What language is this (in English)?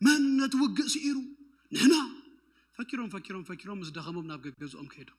Tigrinya